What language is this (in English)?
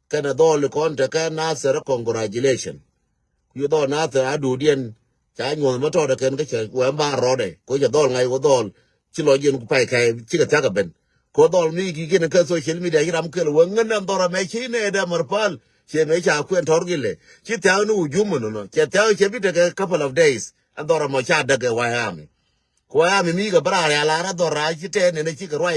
Nuer